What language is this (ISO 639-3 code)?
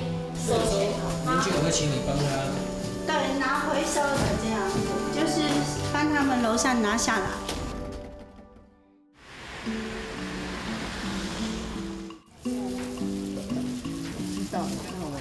zho